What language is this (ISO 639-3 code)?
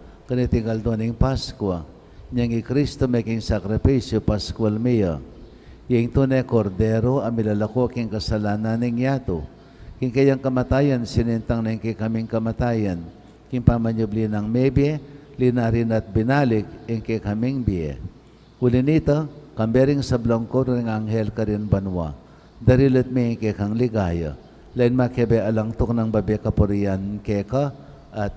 pam